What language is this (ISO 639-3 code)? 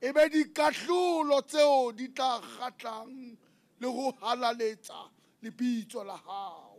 sot